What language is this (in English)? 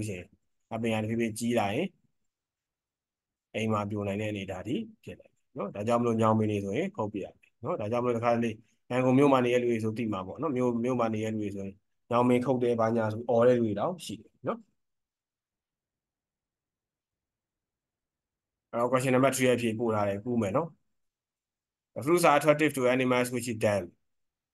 Burmese